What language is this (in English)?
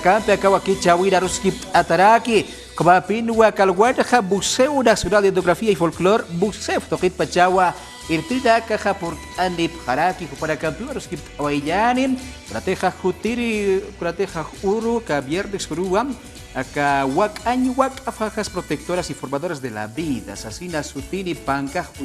Aymara